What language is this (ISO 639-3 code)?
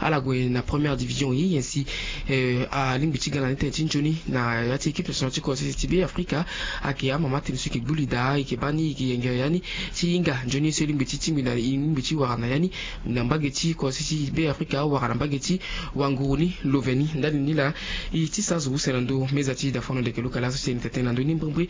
sag